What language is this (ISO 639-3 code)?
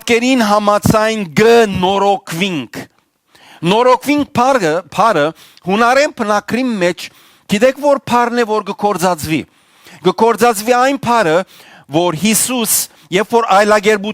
hyw